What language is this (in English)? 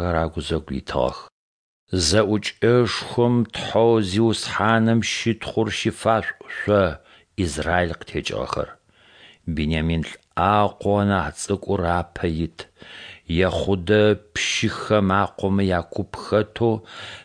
Adyghe